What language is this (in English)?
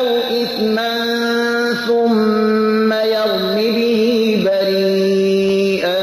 Persian